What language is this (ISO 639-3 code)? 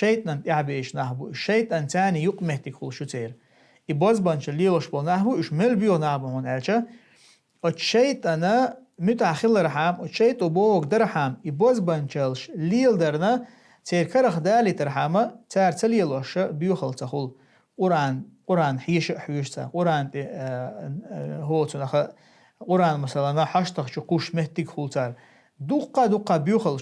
che